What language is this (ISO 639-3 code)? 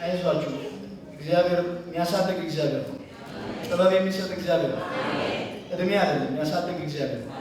amh